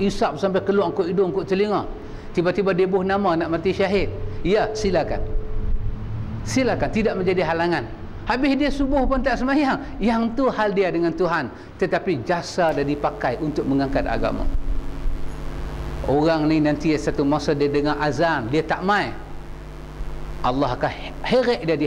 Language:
Malay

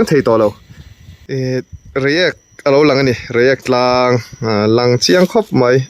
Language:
Mizo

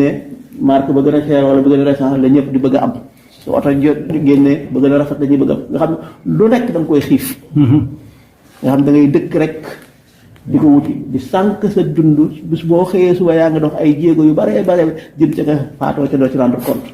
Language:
Wolof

